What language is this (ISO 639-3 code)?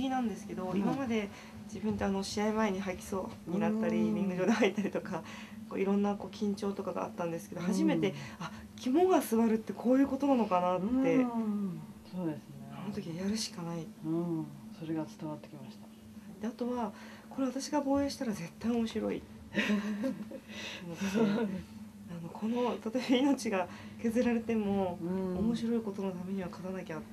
jpn